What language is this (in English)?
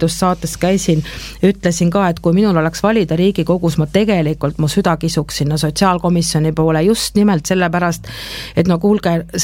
Estonian